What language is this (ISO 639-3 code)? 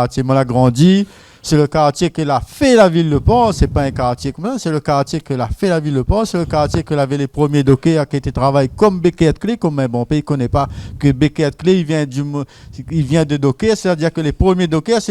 rcf